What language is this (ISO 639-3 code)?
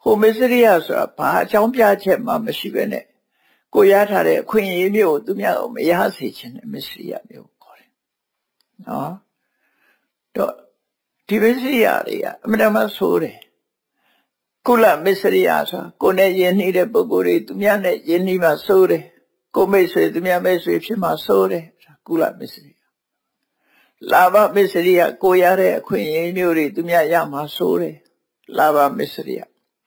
mya